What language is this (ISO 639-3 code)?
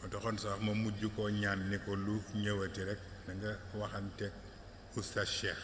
wol